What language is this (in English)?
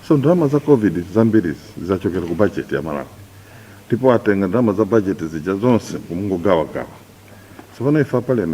Nyanja